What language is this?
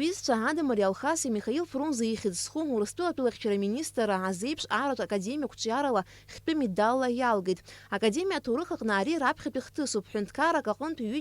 Abkhazian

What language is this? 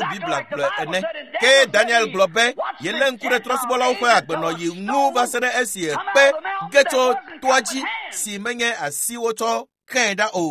Ewe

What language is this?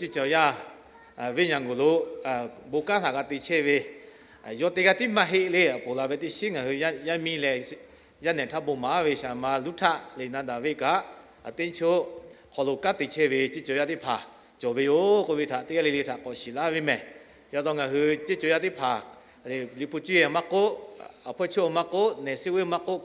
Lahu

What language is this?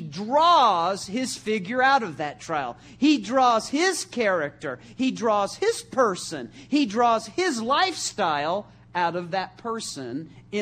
English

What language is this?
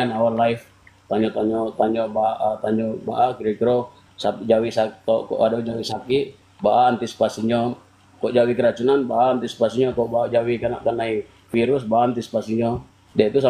Minangkabau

